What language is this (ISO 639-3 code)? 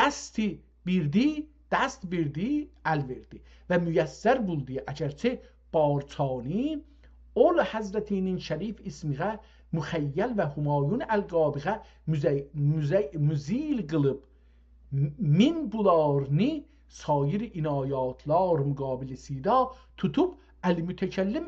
azb